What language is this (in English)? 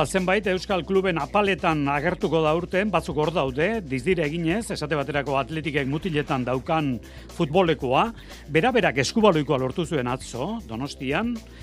Basque